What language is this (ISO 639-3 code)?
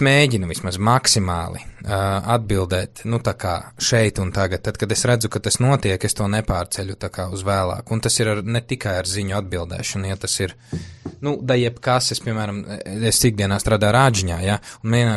lav